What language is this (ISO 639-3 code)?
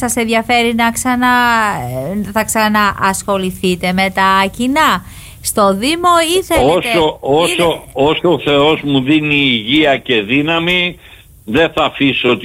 ell